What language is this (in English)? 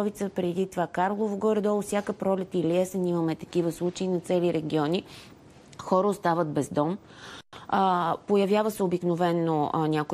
Bulgarian